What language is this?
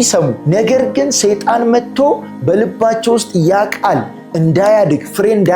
Amharic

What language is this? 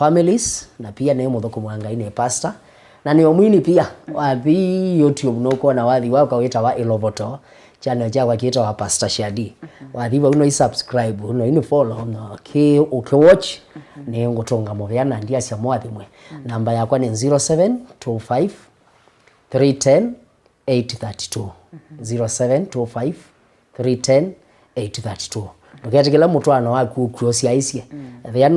Kamba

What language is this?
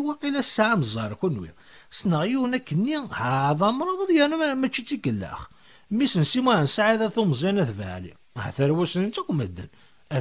Kabyle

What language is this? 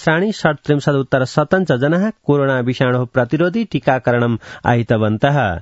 Sanskrit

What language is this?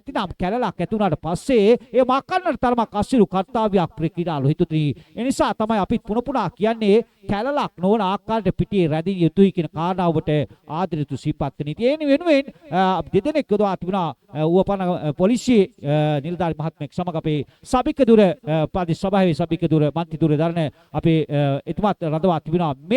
Sinhala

